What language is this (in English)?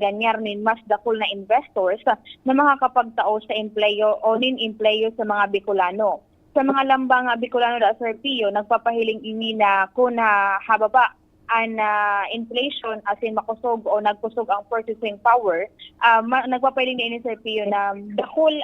Bikol